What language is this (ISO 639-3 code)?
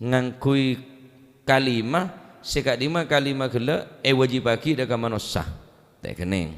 mad